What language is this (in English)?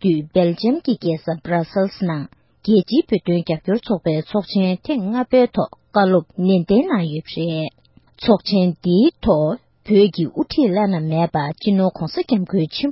Tibetan